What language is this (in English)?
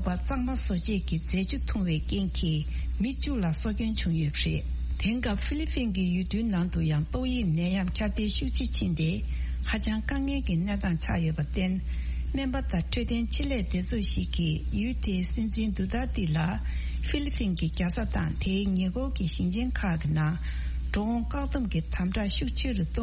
Tibetan